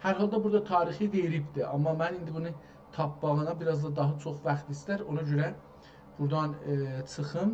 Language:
South Azerbaijani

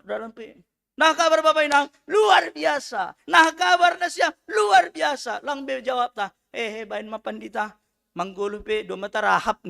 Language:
Batak Simalungun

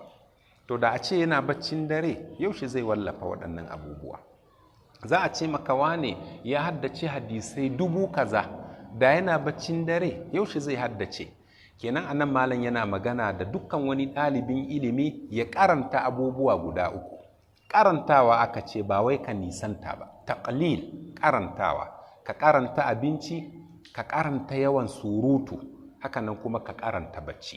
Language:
Hausa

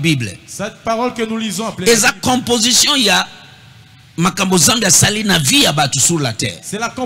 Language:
French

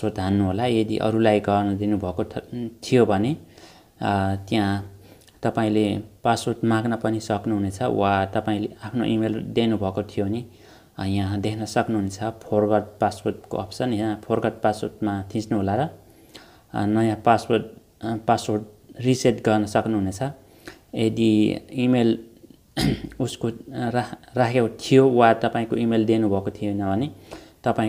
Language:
Nepali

